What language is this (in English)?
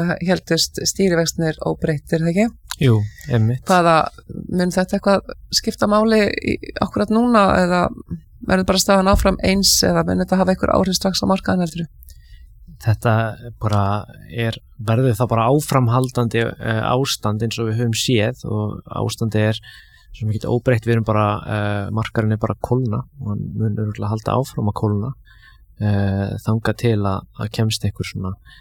Icelandic